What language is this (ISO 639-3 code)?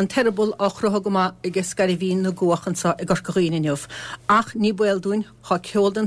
gle